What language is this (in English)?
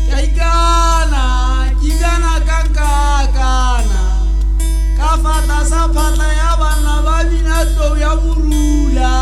Tswana